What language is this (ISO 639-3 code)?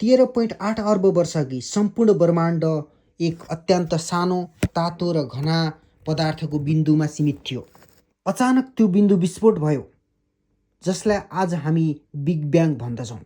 nep